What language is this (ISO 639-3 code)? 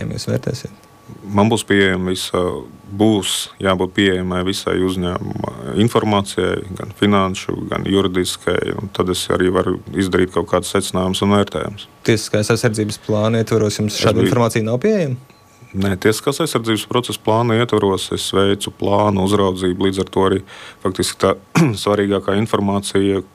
lav